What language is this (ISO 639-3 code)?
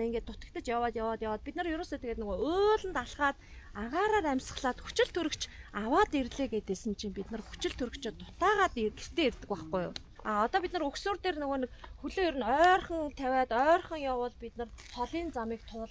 mon